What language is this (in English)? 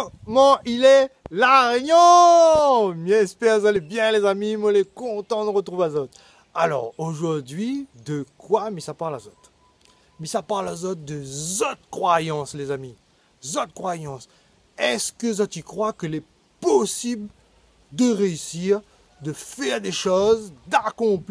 Réunion Creole French